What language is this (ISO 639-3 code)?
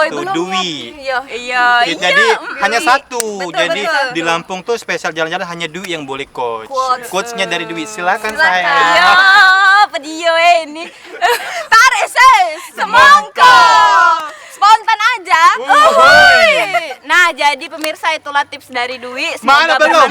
mui